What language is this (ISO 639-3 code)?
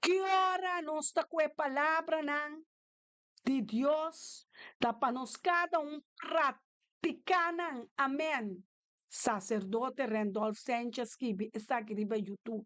pap